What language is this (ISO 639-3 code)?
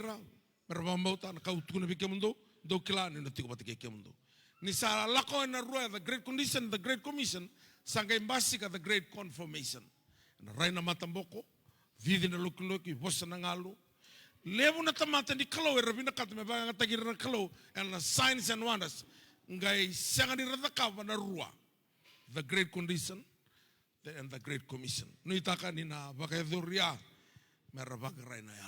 fij